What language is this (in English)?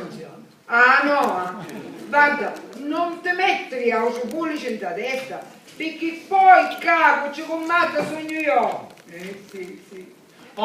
Sicilian